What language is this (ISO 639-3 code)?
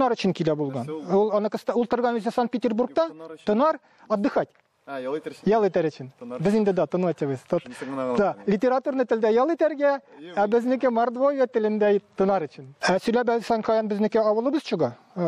tat